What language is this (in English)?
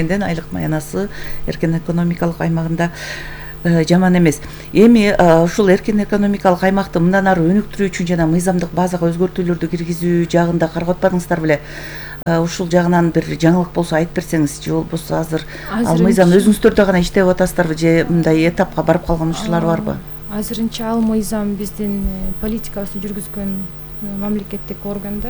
Kyrgyz